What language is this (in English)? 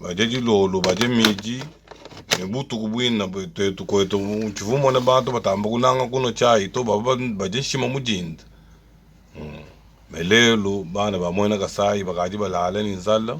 Luba-Lulua